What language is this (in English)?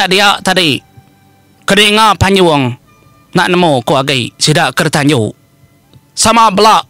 Iban